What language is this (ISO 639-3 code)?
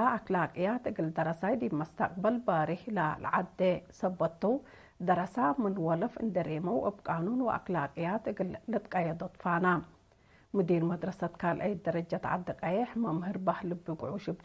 tig